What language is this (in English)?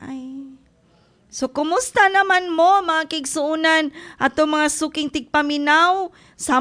Cebuano